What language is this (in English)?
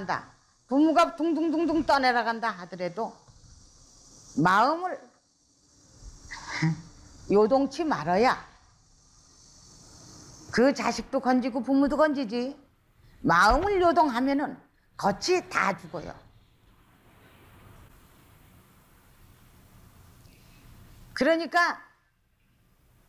Korean